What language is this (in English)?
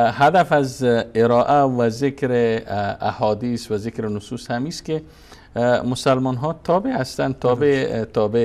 Persian